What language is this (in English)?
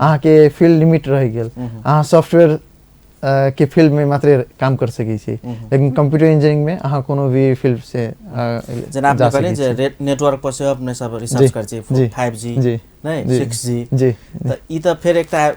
Maithili